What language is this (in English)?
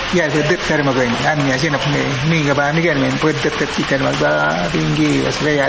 Awa-Cuaiquer